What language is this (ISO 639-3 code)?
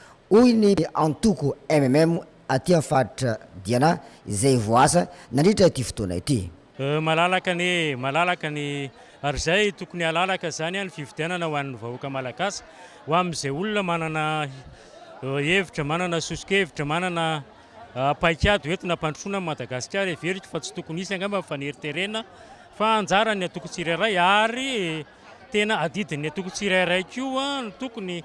mlg